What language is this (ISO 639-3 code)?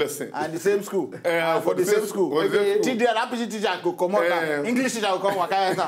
pcm